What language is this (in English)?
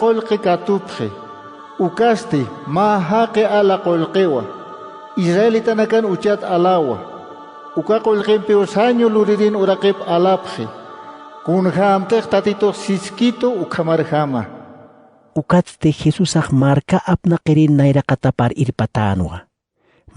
Aymara